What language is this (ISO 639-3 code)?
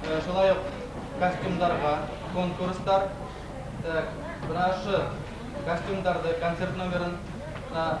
bak